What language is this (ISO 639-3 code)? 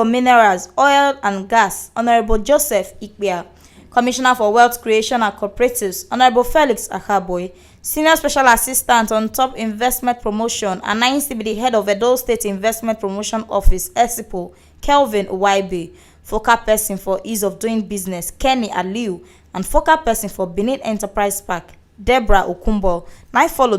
pcm